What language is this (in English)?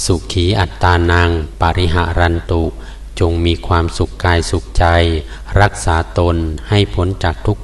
Pali